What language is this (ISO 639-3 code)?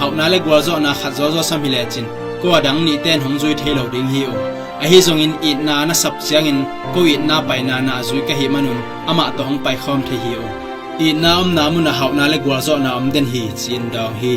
ctd